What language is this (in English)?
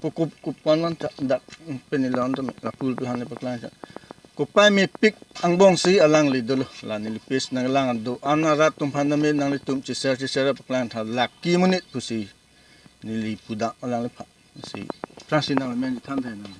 Karbi